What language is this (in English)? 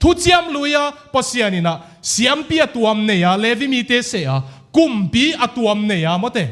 Tedim Chin